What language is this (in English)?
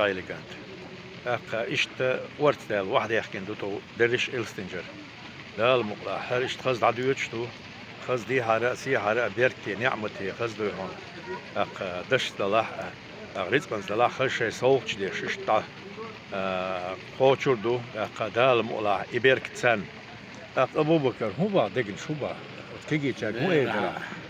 Chechen